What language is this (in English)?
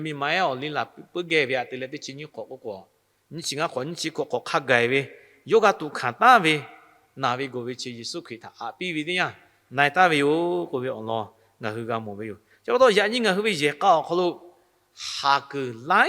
Lahu